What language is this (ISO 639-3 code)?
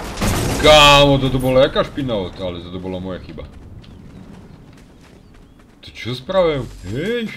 slk